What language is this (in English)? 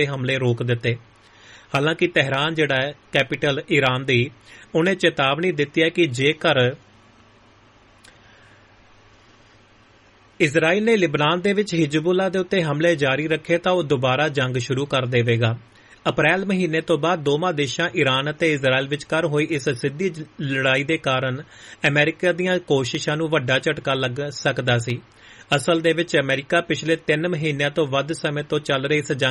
Punjabi